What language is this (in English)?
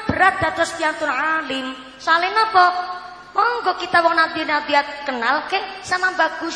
Javanese